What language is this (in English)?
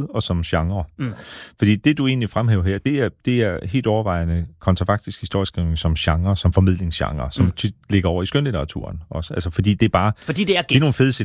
Danish